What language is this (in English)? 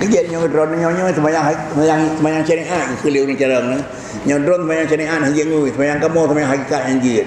Achinese